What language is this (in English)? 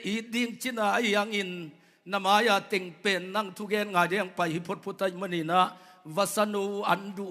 Tedim Chin